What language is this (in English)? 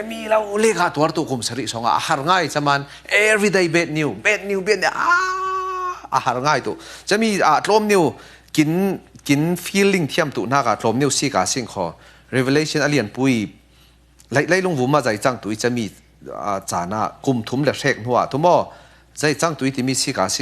Falam Chin